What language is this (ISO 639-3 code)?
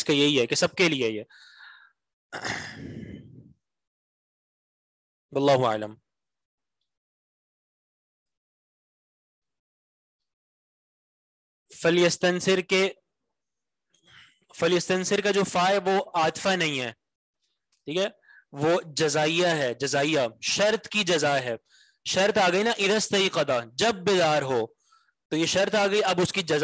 urd